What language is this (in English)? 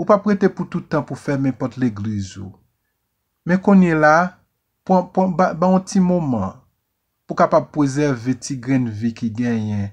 Haitian Creole